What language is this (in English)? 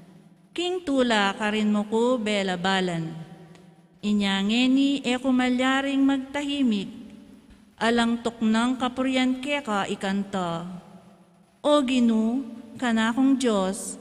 Pampanga